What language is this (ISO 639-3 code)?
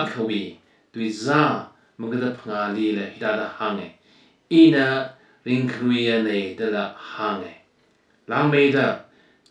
nmf